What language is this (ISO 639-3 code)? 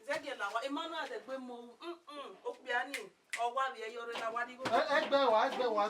bin